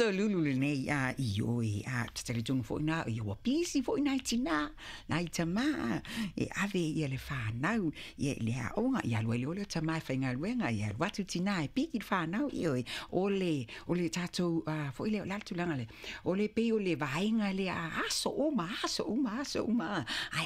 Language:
Samoan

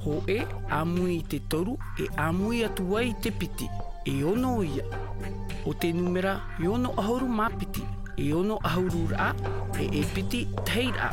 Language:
Tahitian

